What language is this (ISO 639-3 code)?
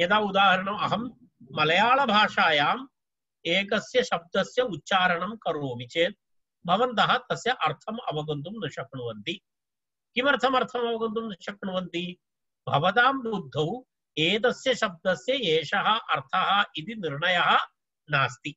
san